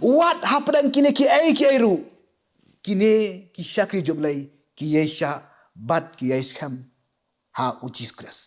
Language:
Khasi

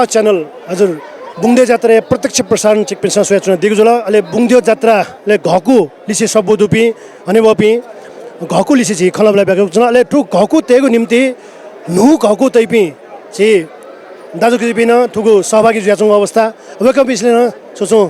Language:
Newari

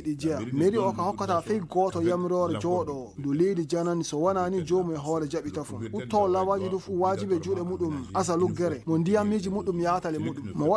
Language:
Fula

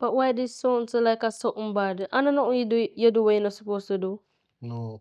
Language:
Jamaican Creole English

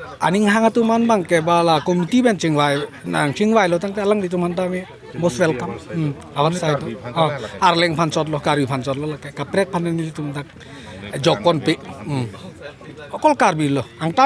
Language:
Karbi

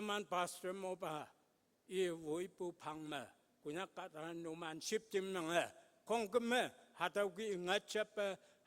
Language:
Konyak Naga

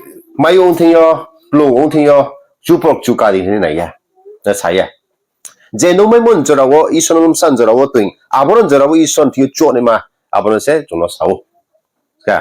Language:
Riang (India)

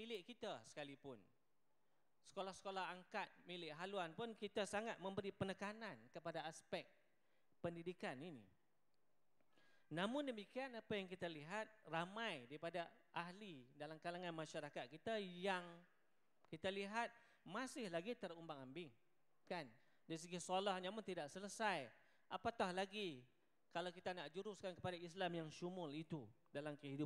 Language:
Malay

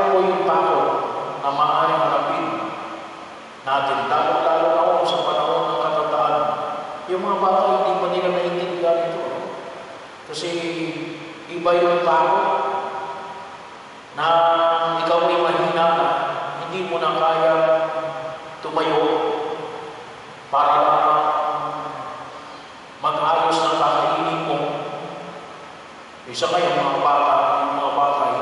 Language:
Filipino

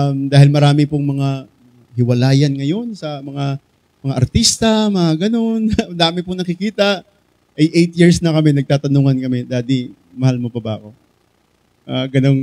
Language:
Filipino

